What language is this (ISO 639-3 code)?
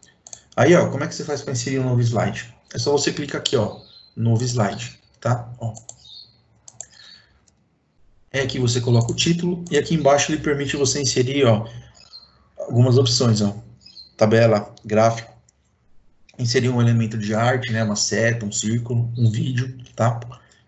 por